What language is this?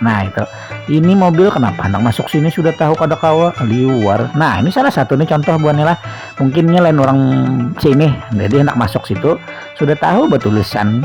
Banjar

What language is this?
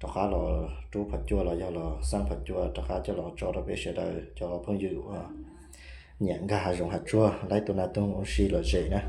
Hmong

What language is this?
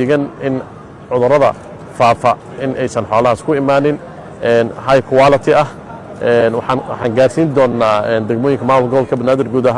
Somali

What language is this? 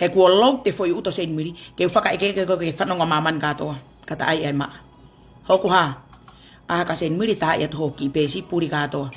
Tongan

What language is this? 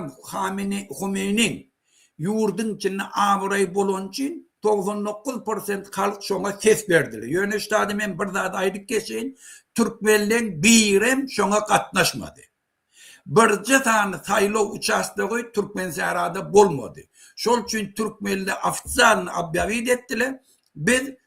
Turkmen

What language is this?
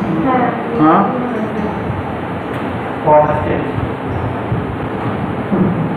Bangla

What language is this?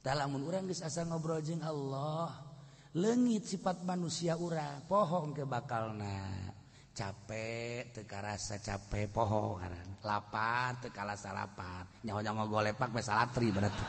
Sundanese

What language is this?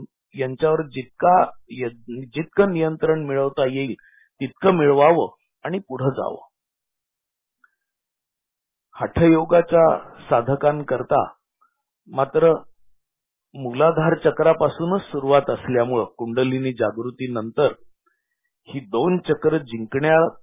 Marathi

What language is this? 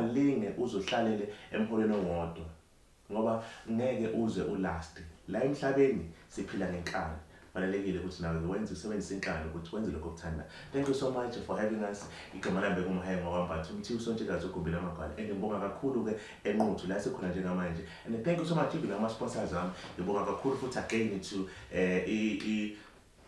Zulu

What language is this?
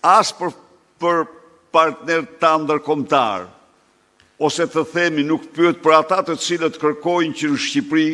Albanian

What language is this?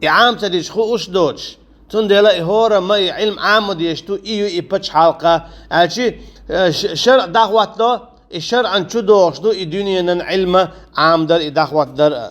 Chechen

